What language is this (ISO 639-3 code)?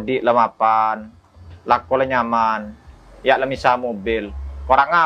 mad